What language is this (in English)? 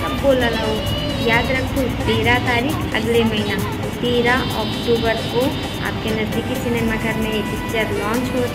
Chhattisgarhi